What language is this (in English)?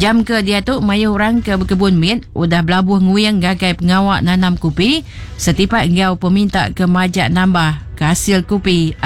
Iban